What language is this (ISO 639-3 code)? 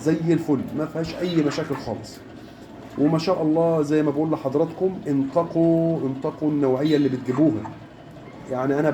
arz